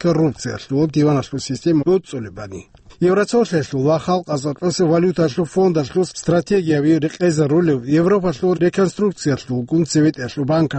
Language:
Avaric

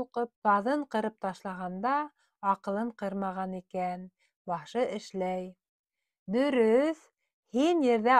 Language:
Bashkir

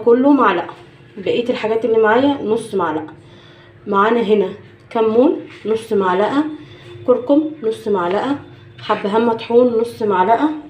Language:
Egyptian Arabic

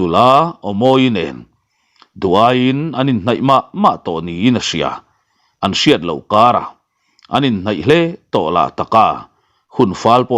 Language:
Mizo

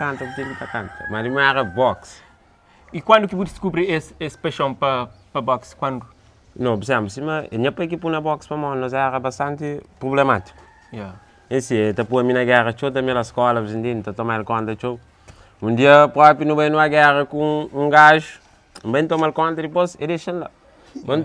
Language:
Kabuverdianu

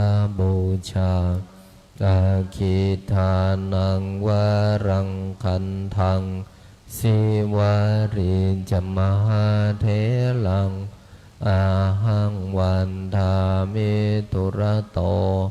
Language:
Pali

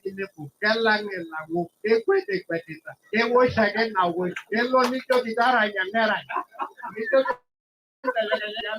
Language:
Masai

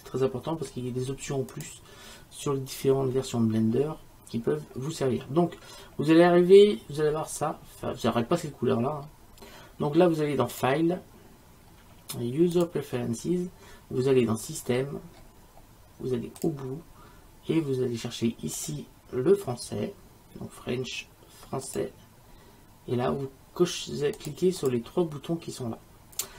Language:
French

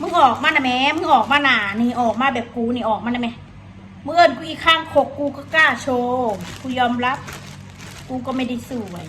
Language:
Northeastern Thai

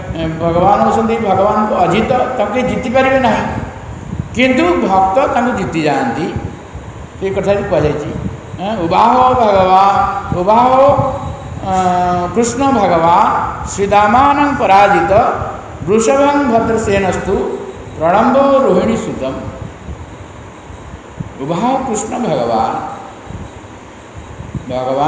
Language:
Odia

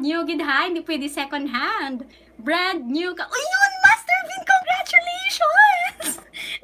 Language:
Hiligaynon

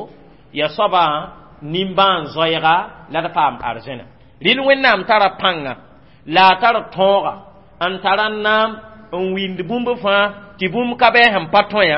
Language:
Mossi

